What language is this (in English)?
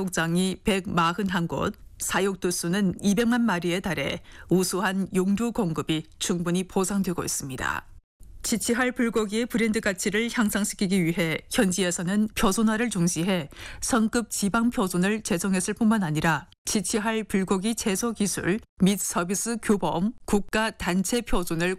Korean